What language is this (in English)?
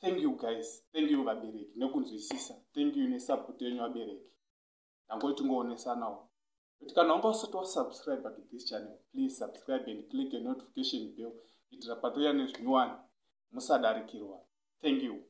Shona